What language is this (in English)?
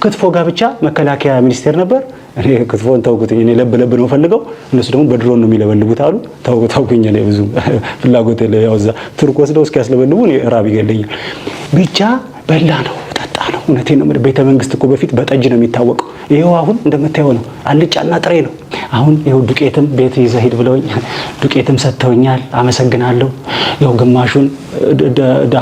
Amharic